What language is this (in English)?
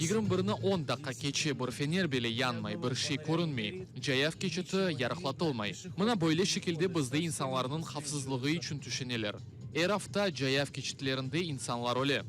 Crimean Tatar